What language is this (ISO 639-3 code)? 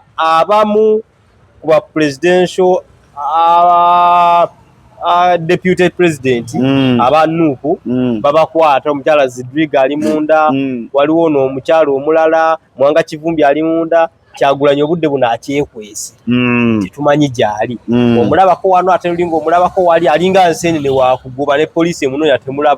lug